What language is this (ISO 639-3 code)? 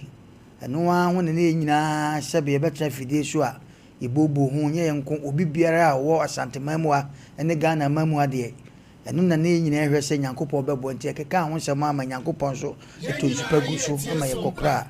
aka